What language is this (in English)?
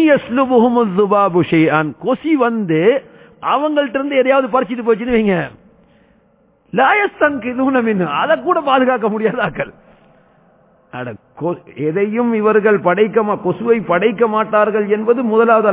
Tamil